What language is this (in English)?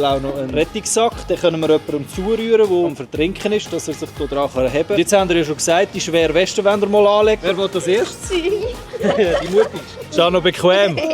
Swiss German